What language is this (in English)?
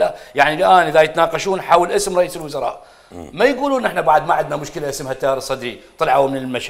Mesopotamian Arabic